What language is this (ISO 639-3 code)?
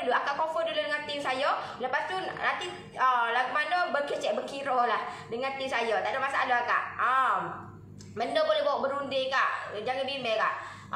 msa